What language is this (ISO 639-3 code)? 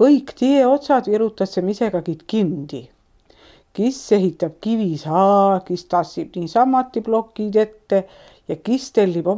est